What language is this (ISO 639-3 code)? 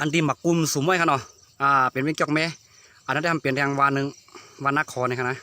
shn